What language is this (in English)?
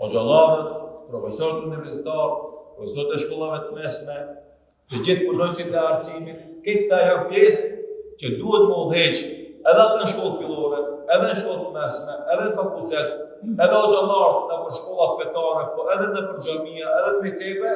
Albanian